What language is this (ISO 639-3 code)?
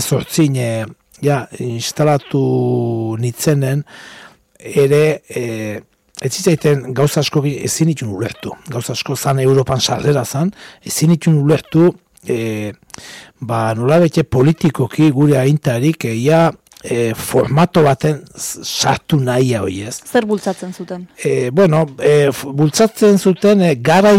eus